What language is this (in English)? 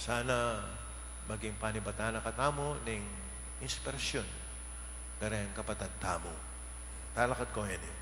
Pampanga